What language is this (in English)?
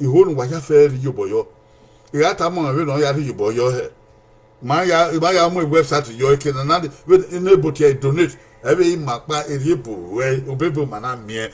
Bini